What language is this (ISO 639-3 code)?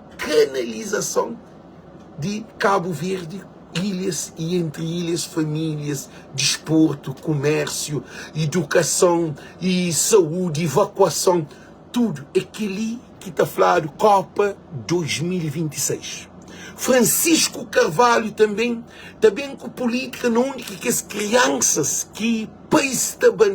kea